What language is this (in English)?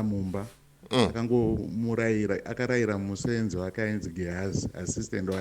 Shona